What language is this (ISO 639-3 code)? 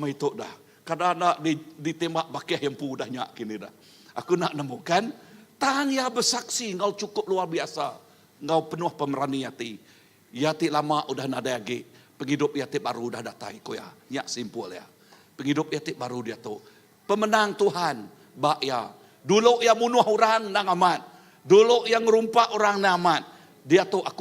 iba